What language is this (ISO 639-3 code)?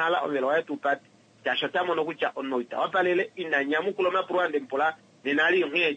kua